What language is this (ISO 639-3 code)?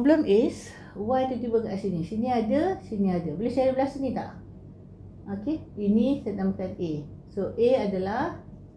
msa